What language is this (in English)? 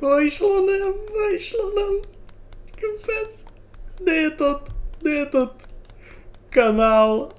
Rusyn